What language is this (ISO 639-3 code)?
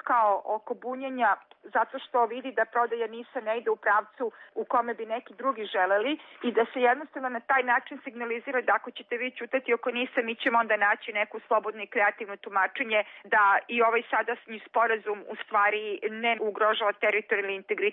srp